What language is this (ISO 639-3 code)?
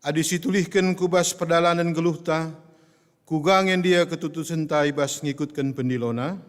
btx